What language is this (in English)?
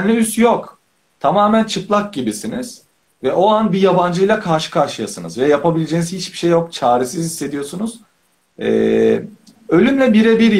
Turkish